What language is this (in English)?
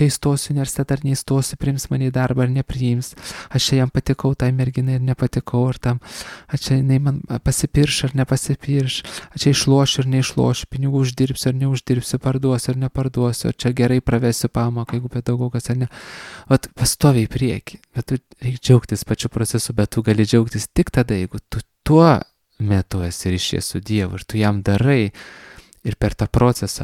Lithuanian